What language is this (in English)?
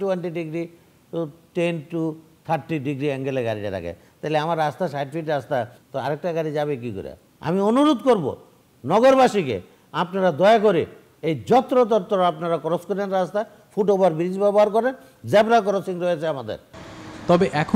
Bangla